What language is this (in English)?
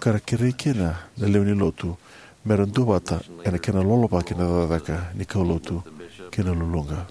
Fijian